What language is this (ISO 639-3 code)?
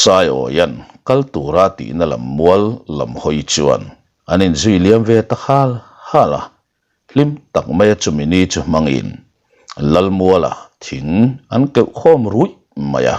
lus